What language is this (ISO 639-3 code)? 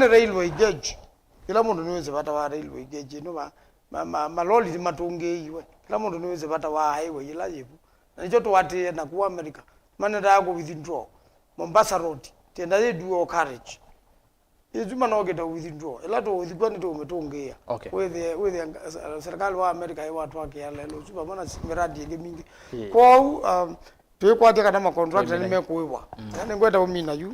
kam